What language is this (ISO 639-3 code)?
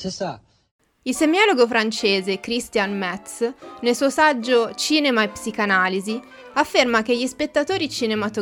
ita